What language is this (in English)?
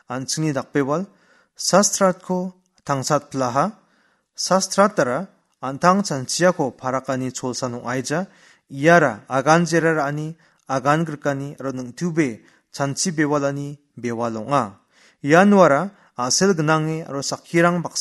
Garo